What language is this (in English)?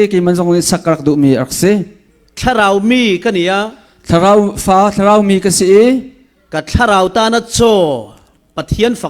Falam Chin